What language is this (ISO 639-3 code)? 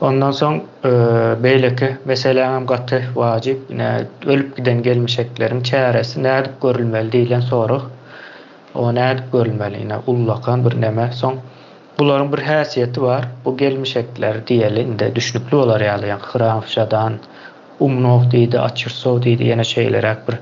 tuk